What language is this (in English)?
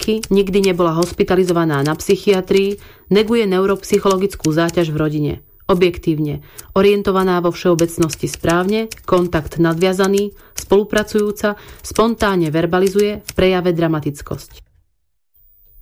Slovak